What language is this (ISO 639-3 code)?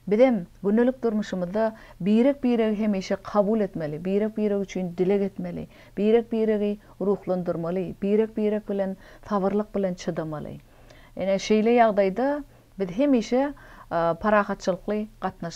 tuk